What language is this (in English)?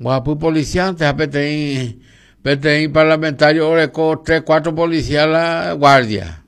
Guarani